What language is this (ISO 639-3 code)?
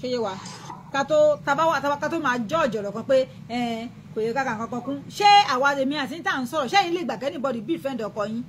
yor